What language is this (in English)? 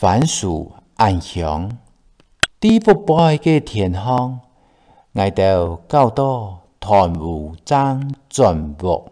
Hakka Chinese